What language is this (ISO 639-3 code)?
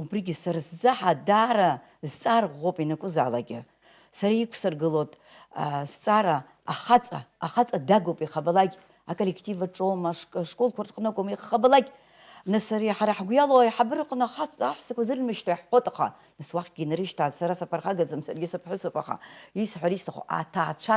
abk